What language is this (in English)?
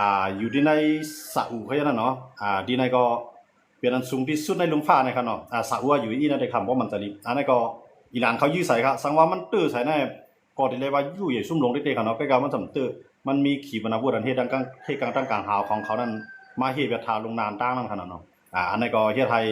Shan